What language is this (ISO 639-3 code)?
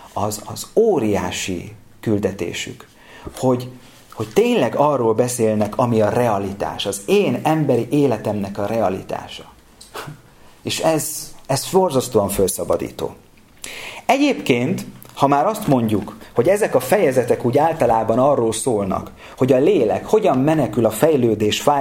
hun